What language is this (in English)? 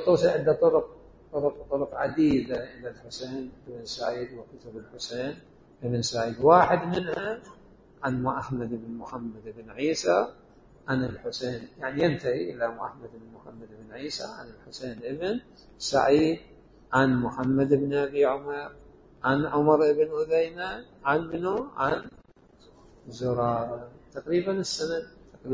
Mesopotamian Arabic